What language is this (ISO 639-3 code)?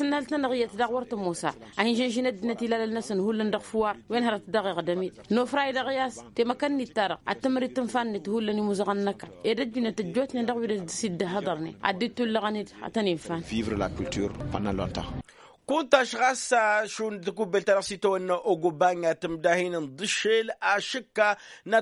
taq